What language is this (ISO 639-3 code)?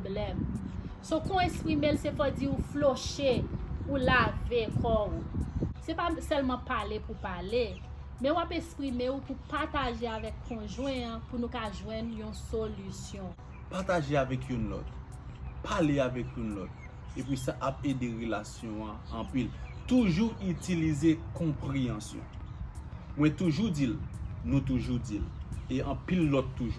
hat